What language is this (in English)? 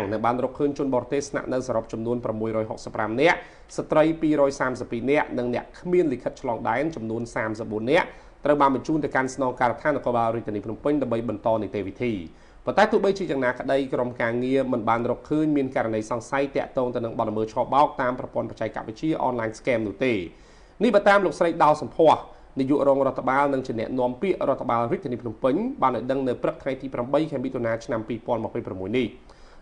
Khmer